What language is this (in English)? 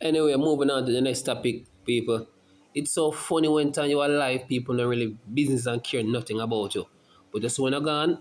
Jamaican Creole English